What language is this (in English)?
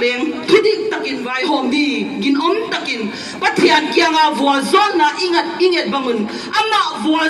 Paite Chin